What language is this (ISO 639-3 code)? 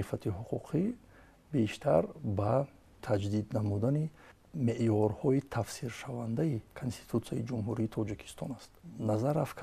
tgk